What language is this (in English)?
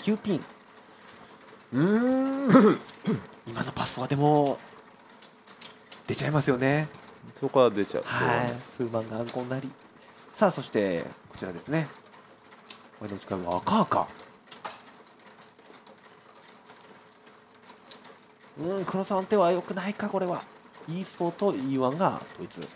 Japanese